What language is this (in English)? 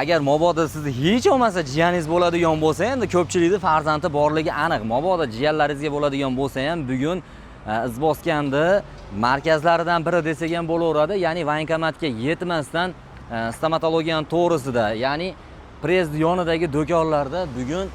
Uzbek